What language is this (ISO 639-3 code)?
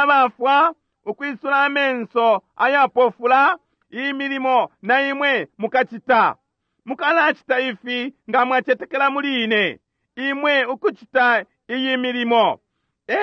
bem